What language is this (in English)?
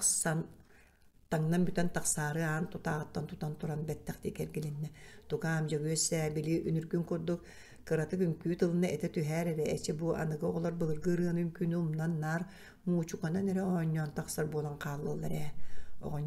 Yakut